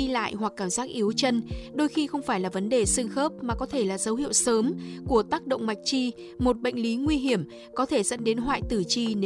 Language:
Vietnamese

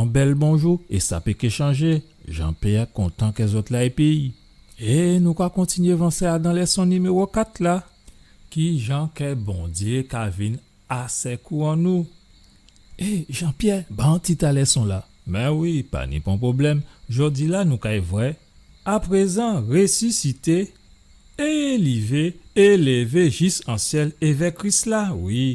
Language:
Guadeloupean Creole French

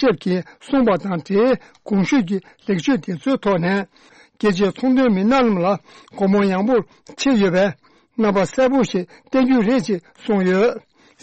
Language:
Tibetan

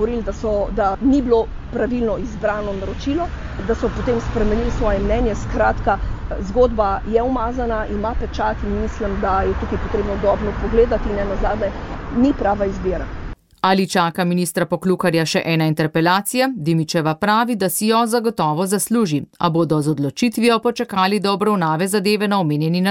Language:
Slovenian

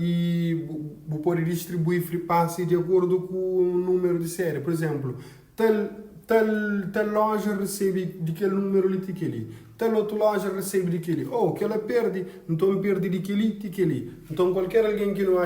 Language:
Kabuverdianu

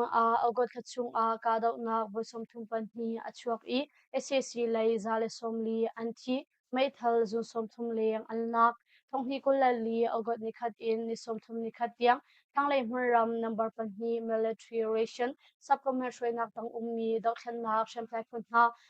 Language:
Hakha Chin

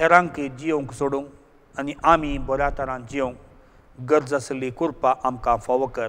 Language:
Konkani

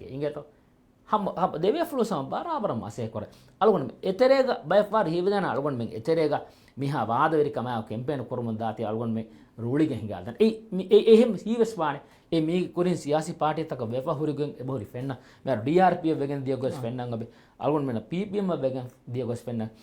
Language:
Divehi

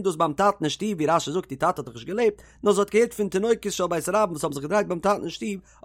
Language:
Yiddish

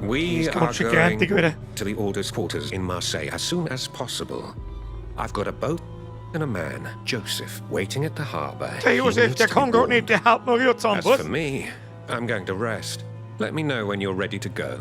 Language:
Bavarian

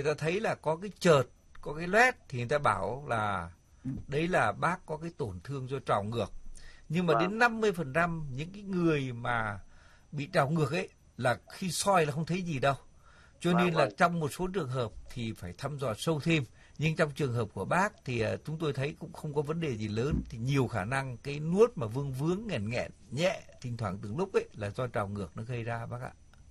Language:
Vietnamese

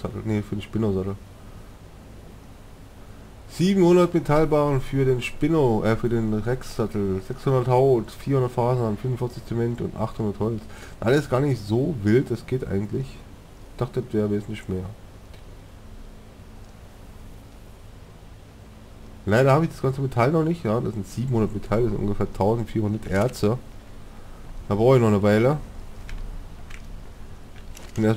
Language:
German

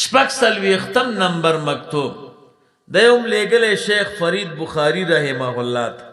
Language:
Pashto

